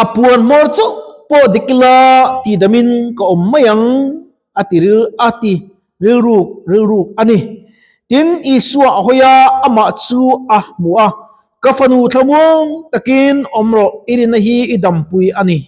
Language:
Mizo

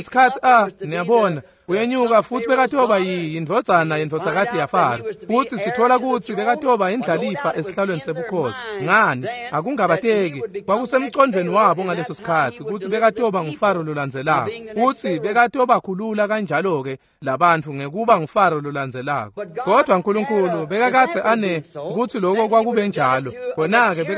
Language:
Swati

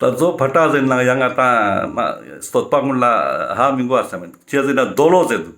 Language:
Ladakhi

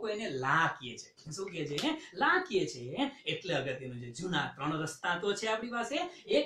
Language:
Gujarati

